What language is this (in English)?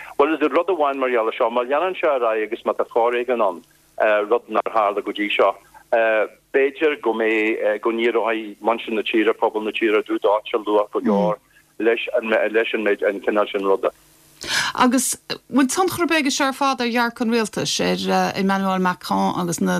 Irish